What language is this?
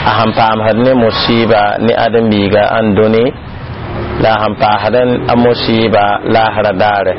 Mossi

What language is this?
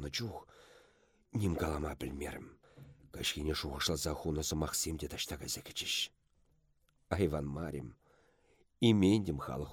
Chuvash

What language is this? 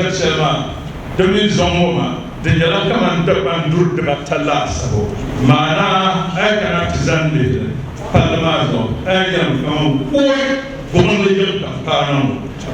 Dagbani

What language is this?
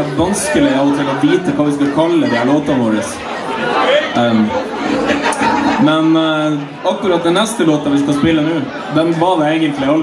Norwegian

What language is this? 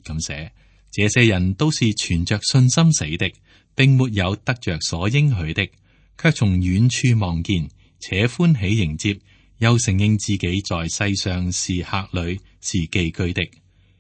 Cantonese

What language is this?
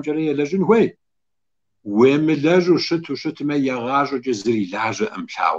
Kabardian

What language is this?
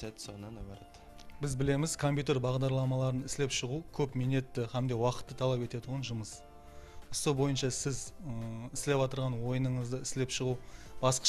Kara-Kalpak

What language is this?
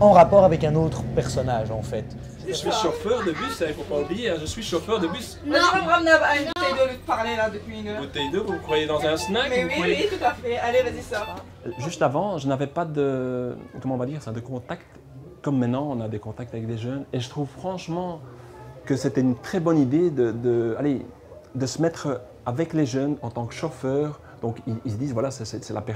French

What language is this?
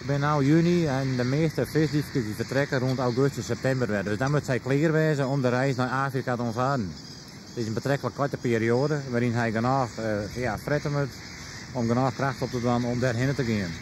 Western Frisian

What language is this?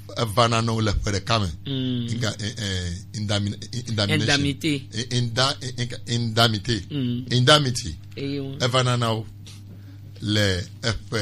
Gen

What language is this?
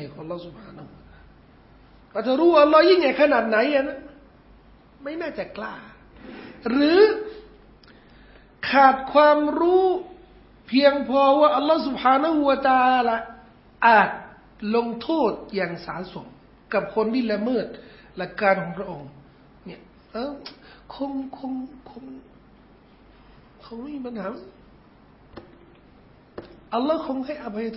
Thai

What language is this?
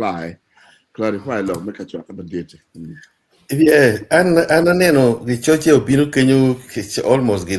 Acoli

